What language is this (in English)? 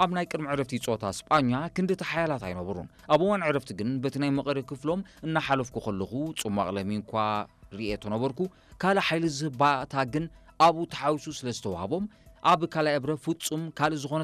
Tigrinya